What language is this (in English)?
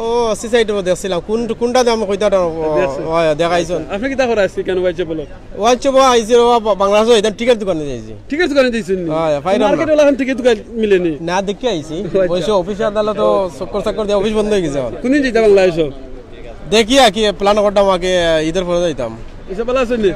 Sylheti